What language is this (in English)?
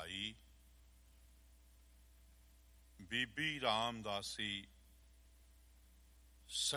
Punjabi